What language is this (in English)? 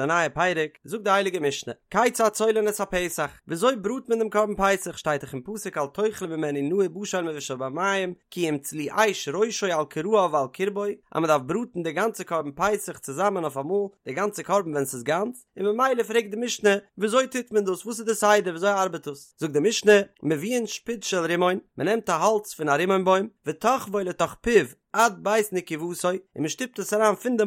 Yiddish